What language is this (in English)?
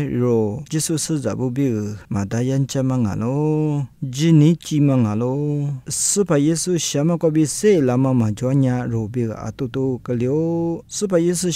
Lisu